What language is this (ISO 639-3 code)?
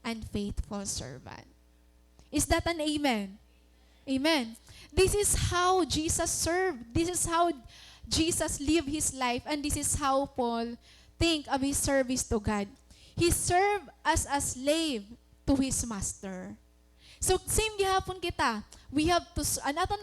war